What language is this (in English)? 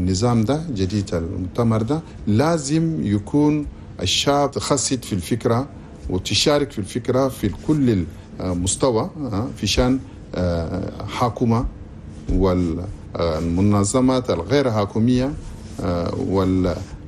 Chadian Arabic